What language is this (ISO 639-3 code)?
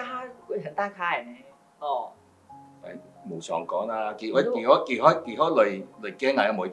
hak